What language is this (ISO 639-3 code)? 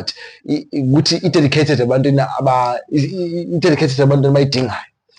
zul